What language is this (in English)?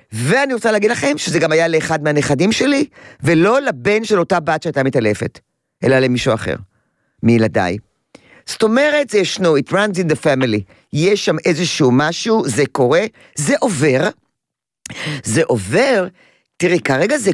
Hebrew